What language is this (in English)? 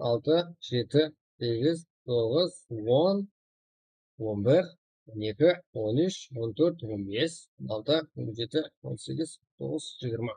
Kara-Kalpak